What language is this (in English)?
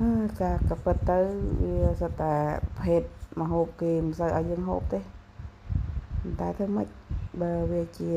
Khmer